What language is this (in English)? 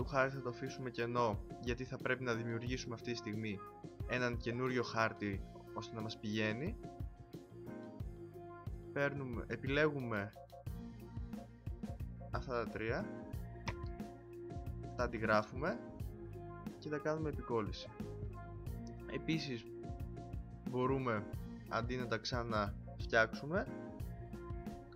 Greek